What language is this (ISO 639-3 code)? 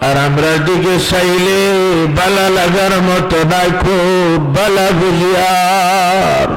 syl